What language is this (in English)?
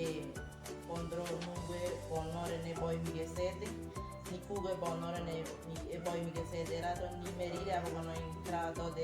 Ngäbere